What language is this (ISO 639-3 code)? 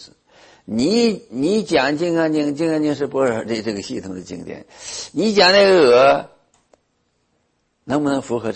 zho